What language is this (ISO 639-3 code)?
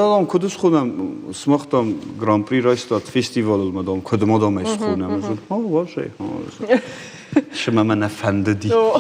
oss